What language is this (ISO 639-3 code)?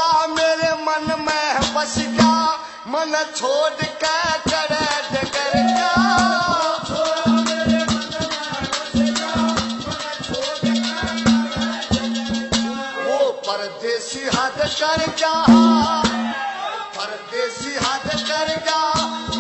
bgc